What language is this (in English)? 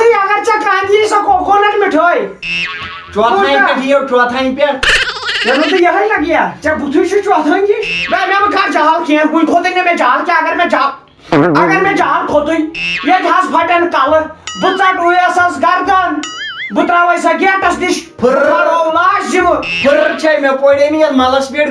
Kashmiri